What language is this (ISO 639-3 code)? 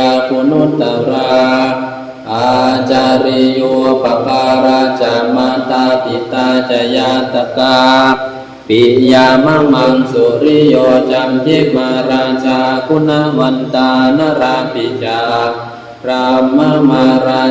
pli